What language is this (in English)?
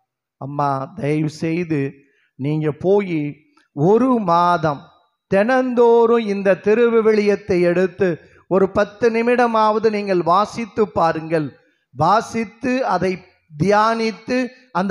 Tamil